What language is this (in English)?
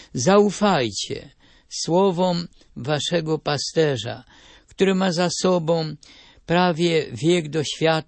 Polish